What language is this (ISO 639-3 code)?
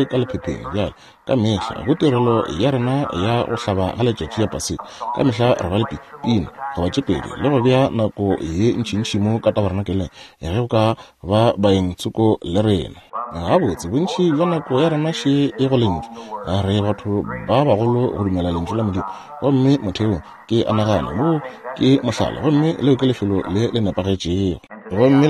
nso